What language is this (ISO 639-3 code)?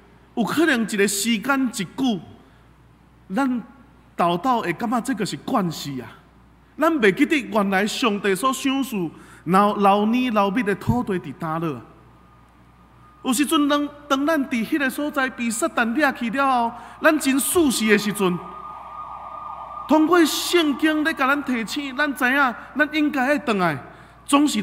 nan